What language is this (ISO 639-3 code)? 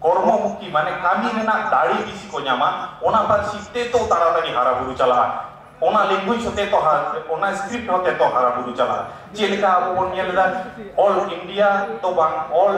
sat